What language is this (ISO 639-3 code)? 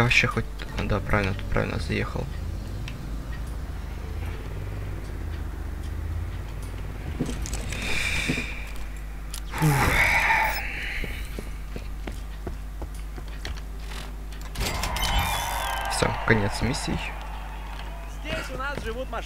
rus